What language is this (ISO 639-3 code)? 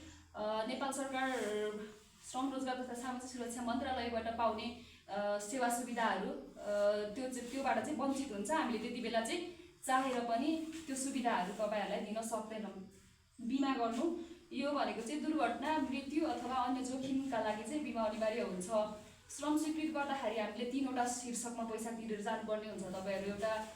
nep